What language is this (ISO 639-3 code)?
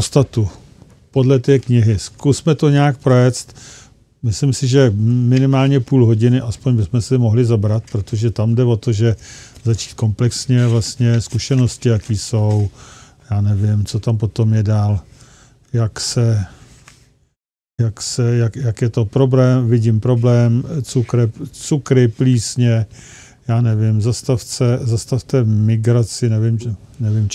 ces